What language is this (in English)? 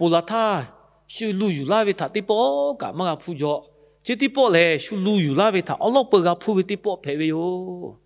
Lahu